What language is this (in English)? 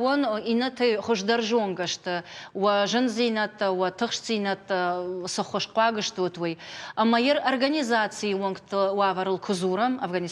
Ossetic